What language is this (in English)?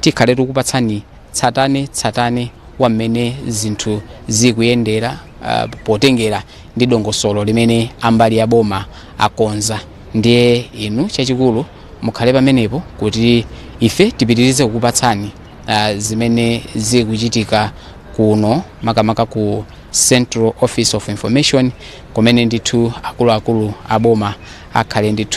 Nyanja